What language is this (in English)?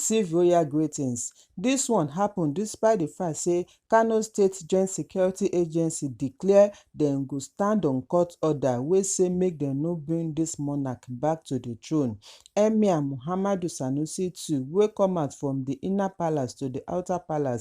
Nigerian Pidgin